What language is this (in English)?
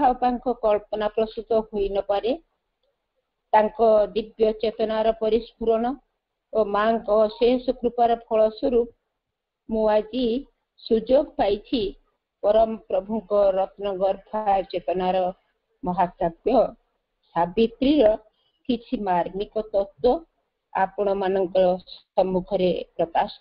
Odia